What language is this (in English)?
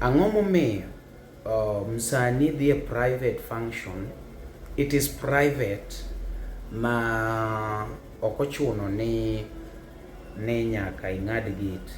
Luo (Kenya and Tanzania)